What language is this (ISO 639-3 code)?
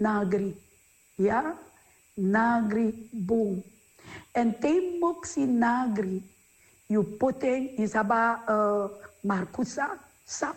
srn